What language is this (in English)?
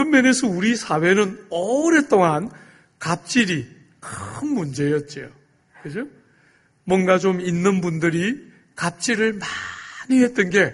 Korean